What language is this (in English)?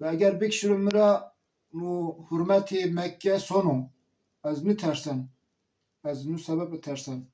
Zaza